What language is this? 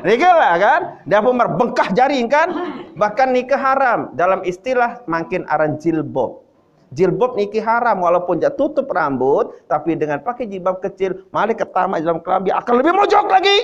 Sasak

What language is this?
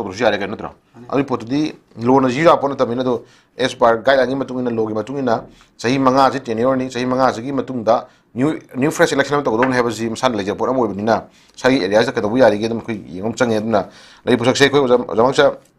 Manipuri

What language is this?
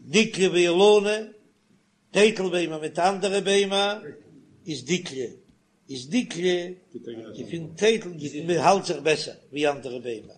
Yiddish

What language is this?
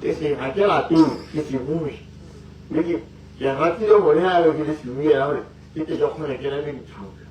Tswana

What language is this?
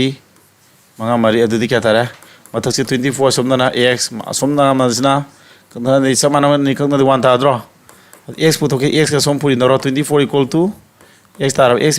Manipuri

